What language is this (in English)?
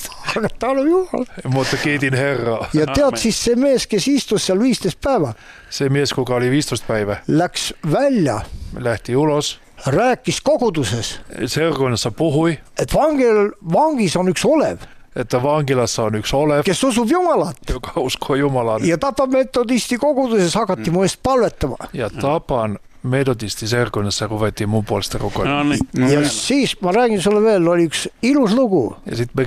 Estonian